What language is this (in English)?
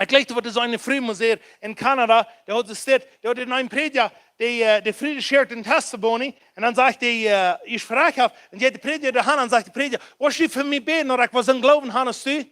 Plautdietsch